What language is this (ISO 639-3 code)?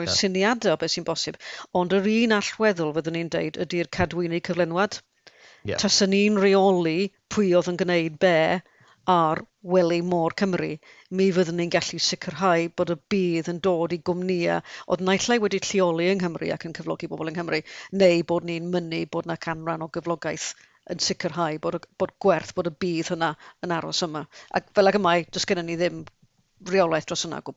cym